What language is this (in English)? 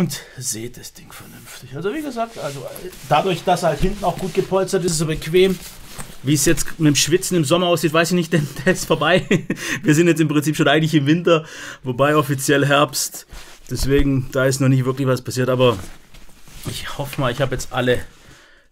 German